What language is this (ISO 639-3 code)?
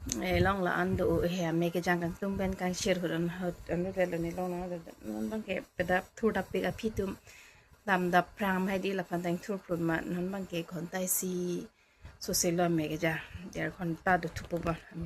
mjw